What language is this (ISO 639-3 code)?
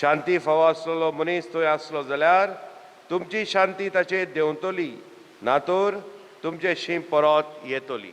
kok